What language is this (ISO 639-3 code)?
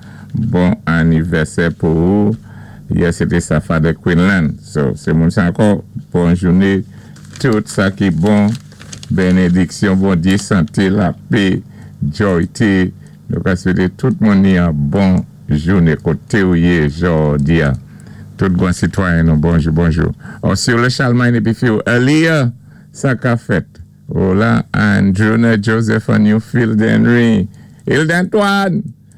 acf